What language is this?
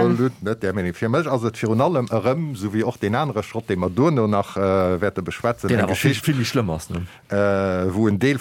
Luxembourgish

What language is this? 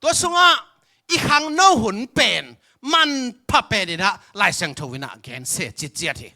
Tedim Chin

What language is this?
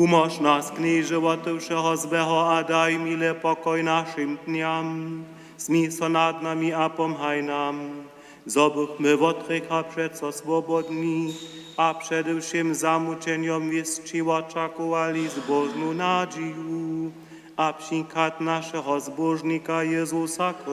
Upper Sorbian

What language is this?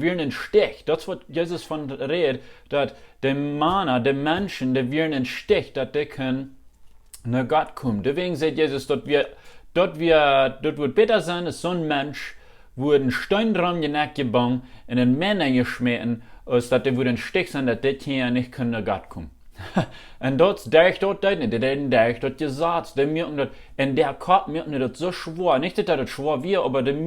Plautdietsch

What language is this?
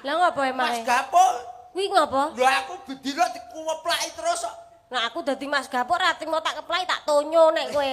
Javanese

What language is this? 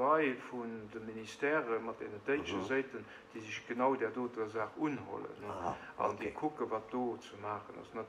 Luxembourgish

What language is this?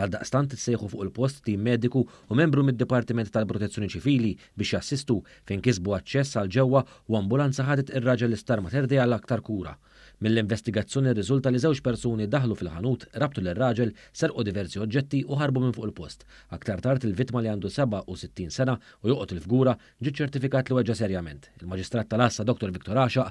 Maltese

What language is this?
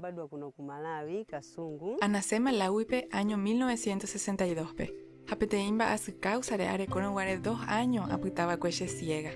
Guarani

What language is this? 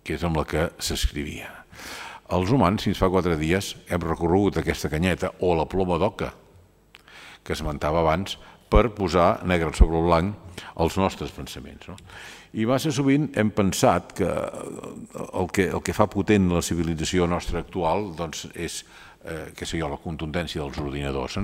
Catalan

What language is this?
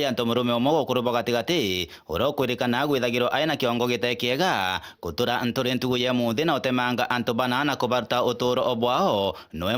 Meru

